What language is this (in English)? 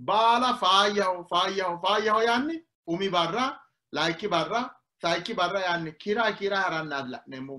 Sidamo